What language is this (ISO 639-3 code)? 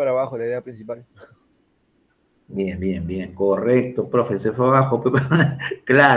spa